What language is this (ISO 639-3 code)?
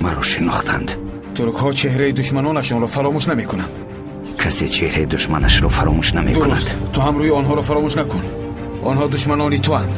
tgk